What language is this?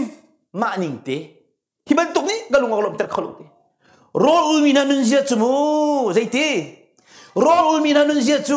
Hakha Chin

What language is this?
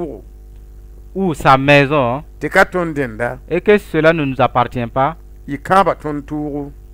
Mossi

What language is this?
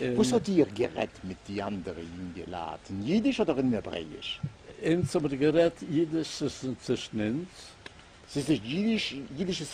Yiddish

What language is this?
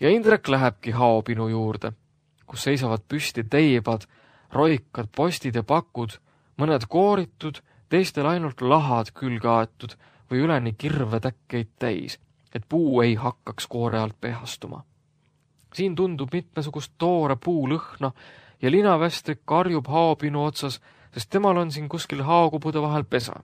Estonian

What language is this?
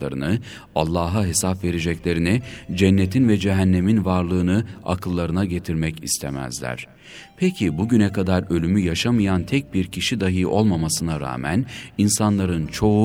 Turkish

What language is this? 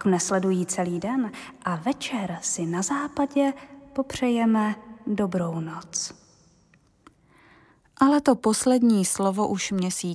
Czech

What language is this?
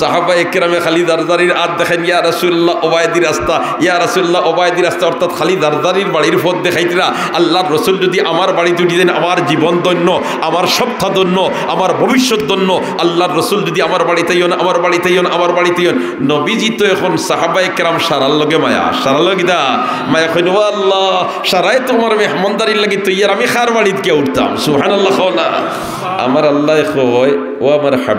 Sylheti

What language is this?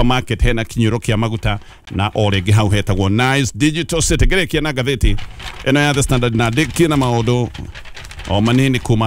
Kikuyu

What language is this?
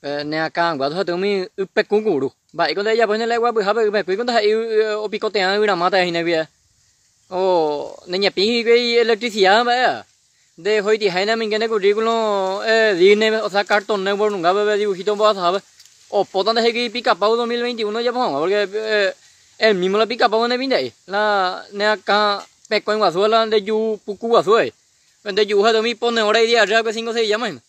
Guarani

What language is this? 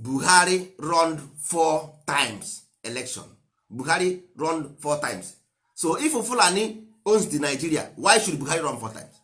Igbo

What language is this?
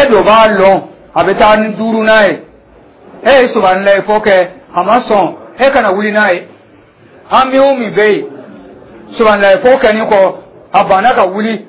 Dyula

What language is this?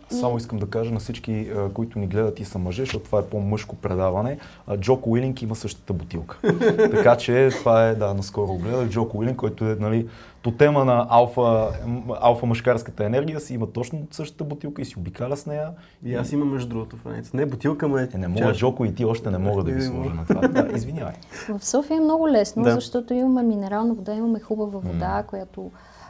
Bulgarian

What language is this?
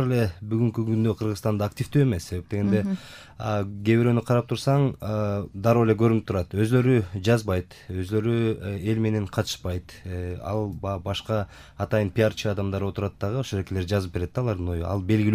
Kyrgyz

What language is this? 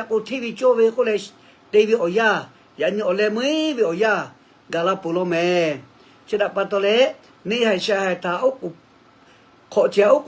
Lahu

